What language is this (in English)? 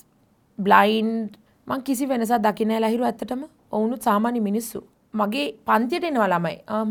Sinhala